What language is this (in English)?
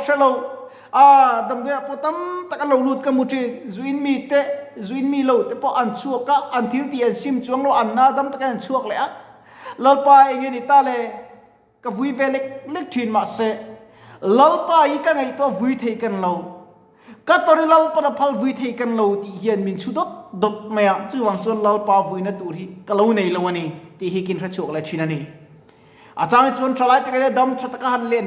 Mizo